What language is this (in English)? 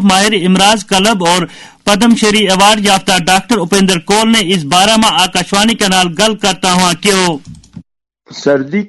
Gujari